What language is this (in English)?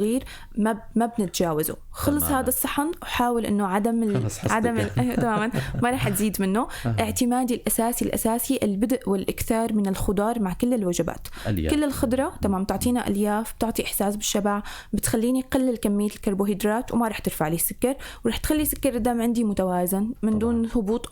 North Levantine Arabic